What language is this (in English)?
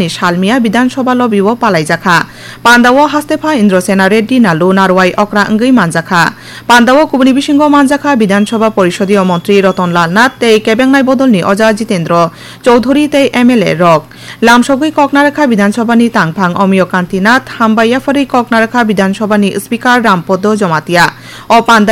Kok Borok